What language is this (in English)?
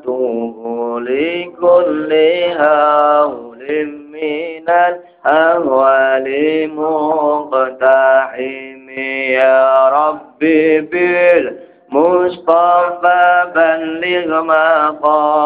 Javanese